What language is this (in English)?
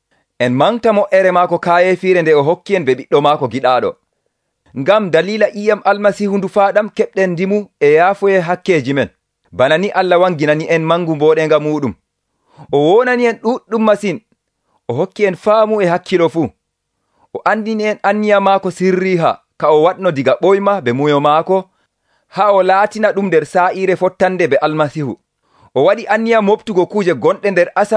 Nigerian Fulfulde